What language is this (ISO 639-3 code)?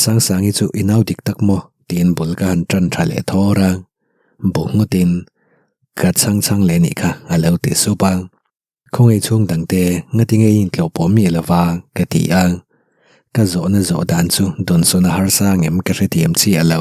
lus